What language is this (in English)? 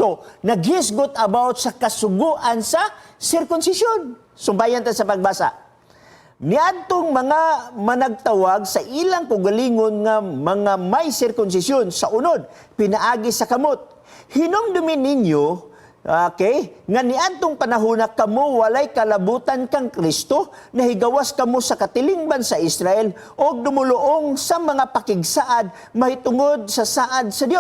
Cebuano